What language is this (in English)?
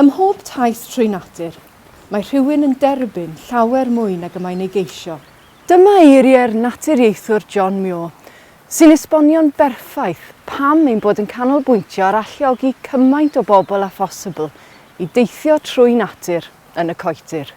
Welsh